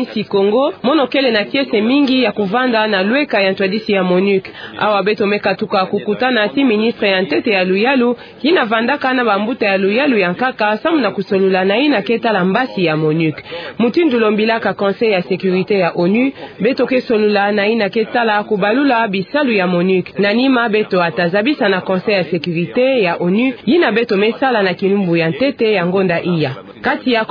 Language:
Kituba (Democratic Republic of Congo)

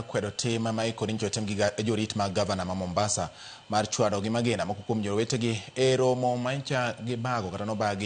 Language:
Luo (Kenya and Tanzania)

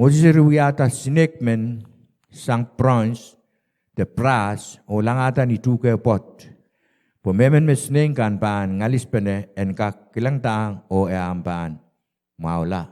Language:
Pohnpeian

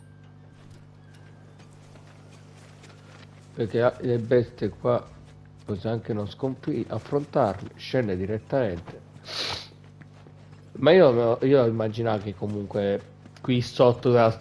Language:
Italian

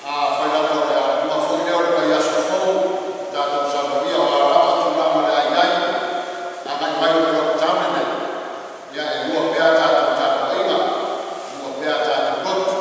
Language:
Samoan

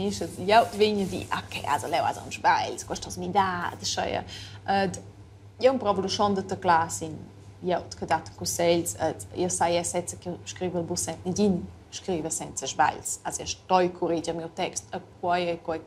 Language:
Romansh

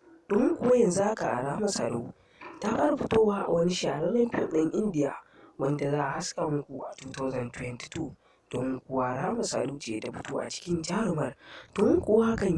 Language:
Hausa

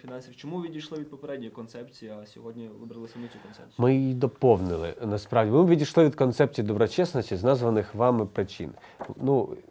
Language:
Ukrainian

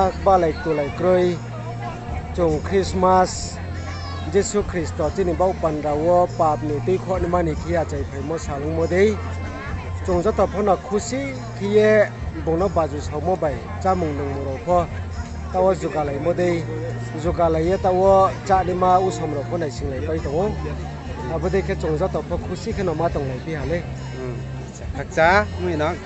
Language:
Riang (India)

